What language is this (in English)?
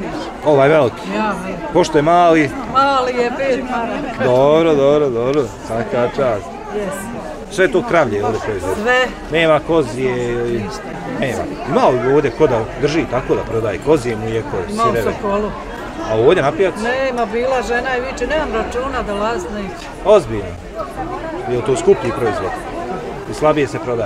Bosnian